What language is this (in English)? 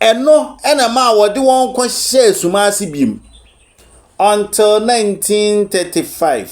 Akan